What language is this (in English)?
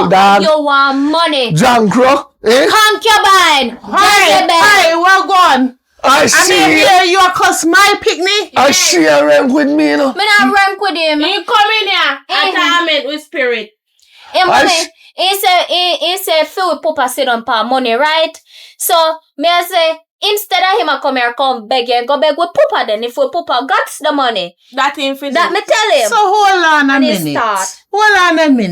Jamaican Creole English